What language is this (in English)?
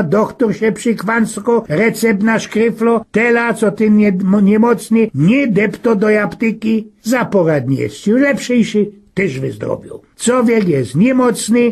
Silesian